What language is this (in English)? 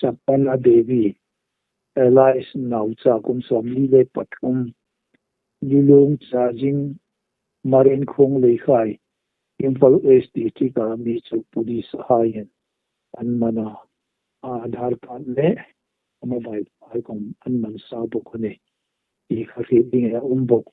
Hmar